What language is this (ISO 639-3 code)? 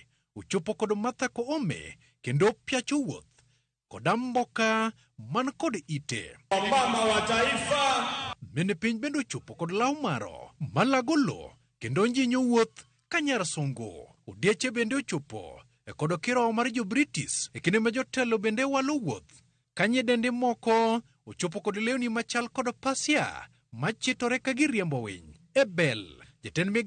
luo